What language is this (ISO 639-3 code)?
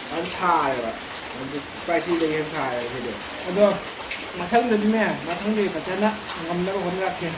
mni